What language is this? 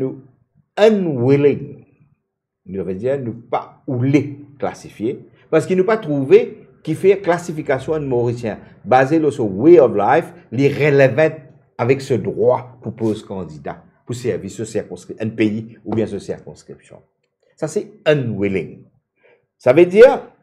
Morisyen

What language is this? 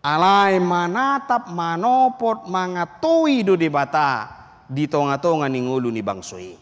Batak Toba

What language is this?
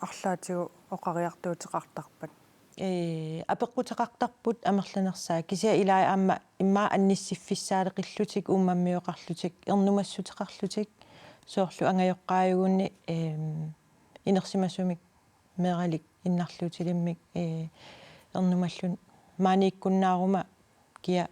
Kalaallisut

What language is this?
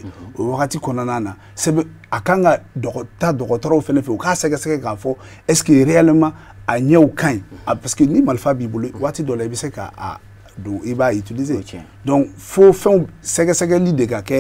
Bambara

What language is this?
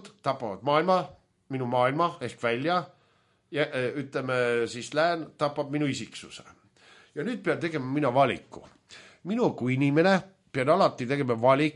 Estonian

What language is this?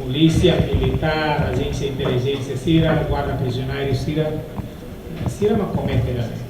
Tetum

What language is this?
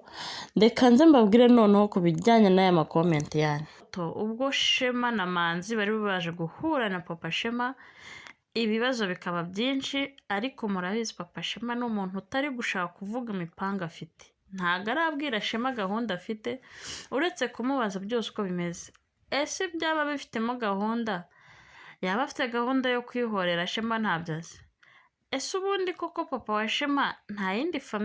Kinyarwanda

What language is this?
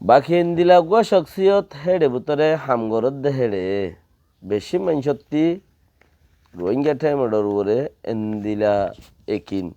Rohingya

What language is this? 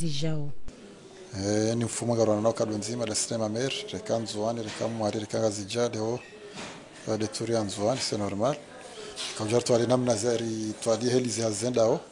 Ngazidja Comorian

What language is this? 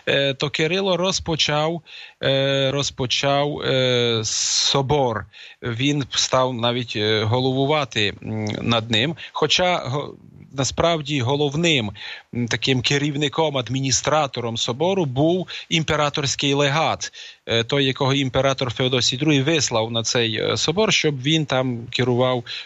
Ukrainian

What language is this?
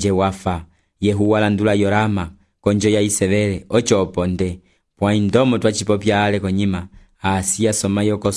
Umbundu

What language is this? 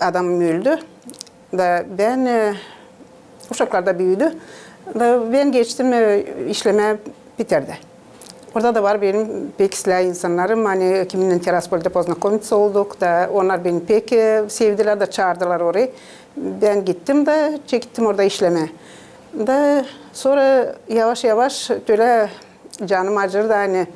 Gagauz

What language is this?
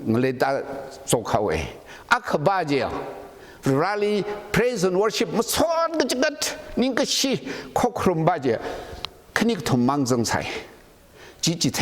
Tangkhul Naga (India)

